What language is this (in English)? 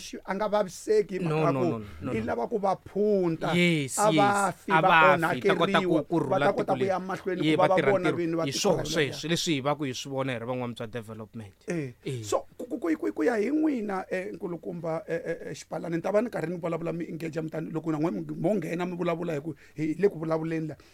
Tsonga